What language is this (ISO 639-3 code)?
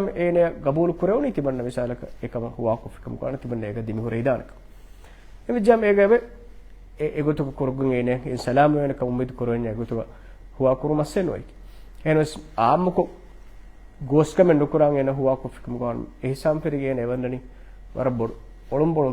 div